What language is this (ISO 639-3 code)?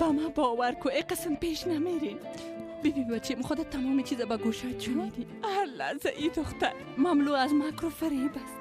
fas